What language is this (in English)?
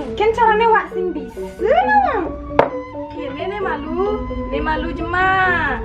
Balinese